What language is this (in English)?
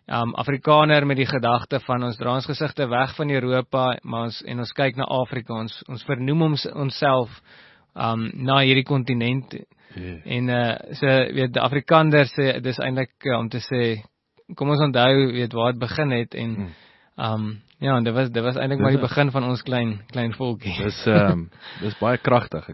Afrikaans